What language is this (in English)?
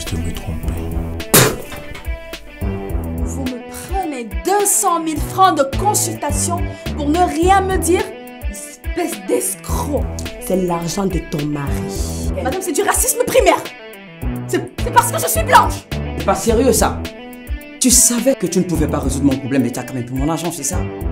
French